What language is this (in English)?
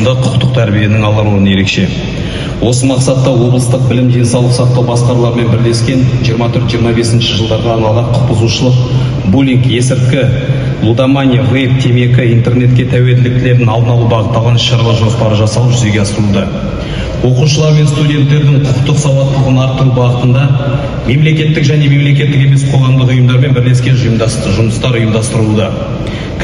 Kazakh